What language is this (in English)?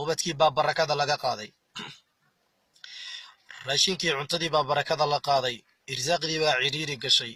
Somali